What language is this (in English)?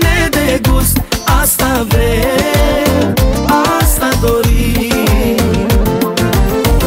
Romanian